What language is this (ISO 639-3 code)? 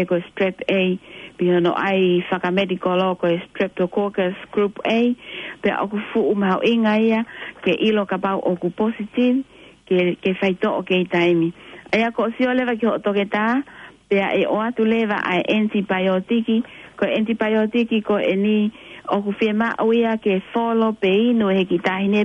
ton